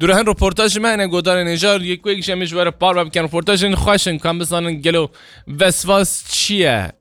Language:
Kurdish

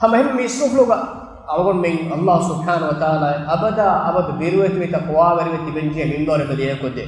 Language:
Divehi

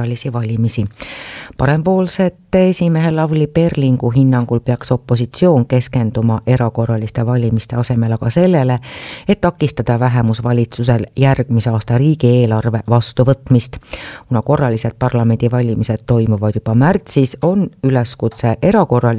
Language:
Estonian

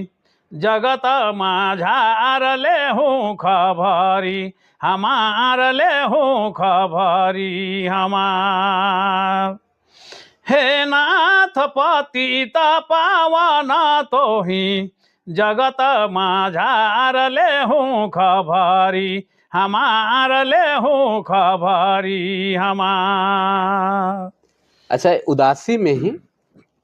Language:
Sadri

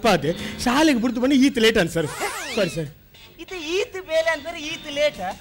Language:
Kannada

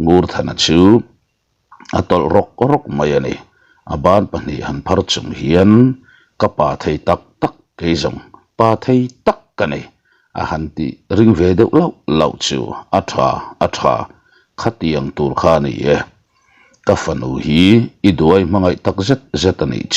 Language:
Mizo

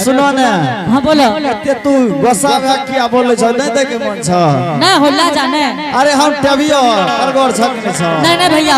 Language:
Angika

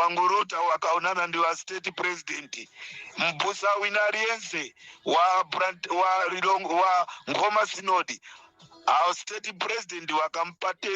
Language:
Nyanja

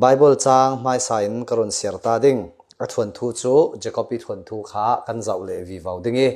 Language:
Falam Chin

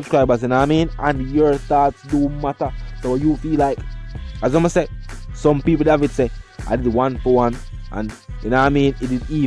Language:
Jamaican Creole English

